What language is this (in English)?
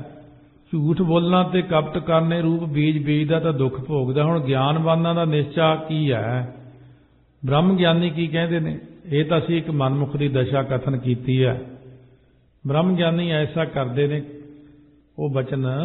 Punjabi